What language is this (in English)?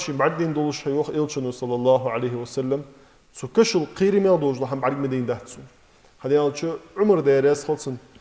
Ingush